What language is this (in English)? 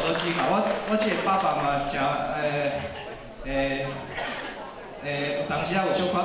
Min Nan Chinese